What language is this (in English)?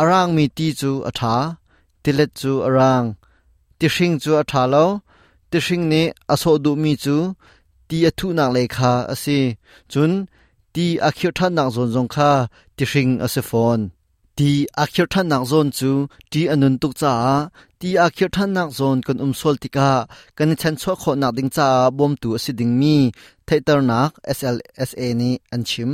Hakha Chin